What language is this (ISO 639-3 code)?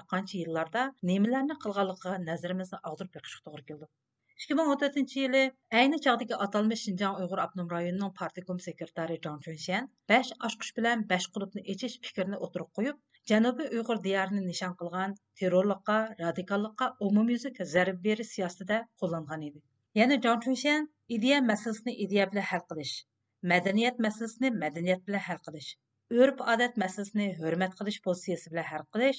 uig